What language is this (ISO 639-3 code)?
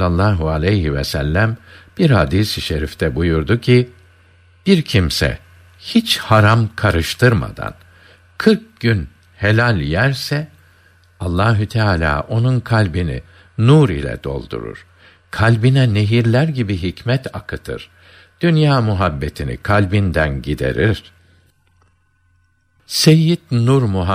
tur